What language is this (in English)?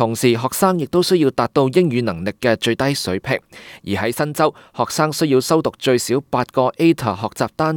Cantonese